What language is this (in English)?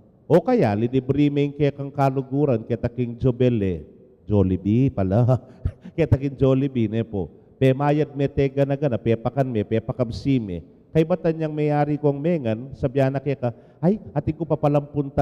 Pampanga